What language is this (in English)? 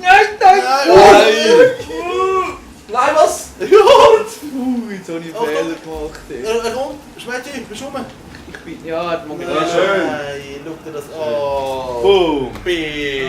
Swiss German